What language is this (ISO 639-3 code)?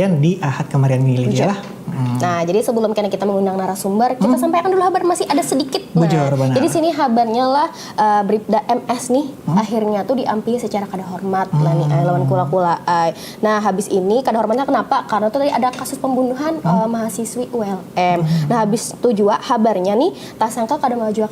bjn